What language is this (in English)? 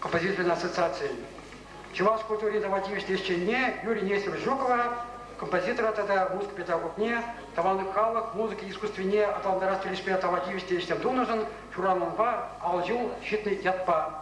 Chuvash